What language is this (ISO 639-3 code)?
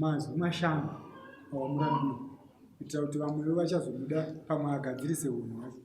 sna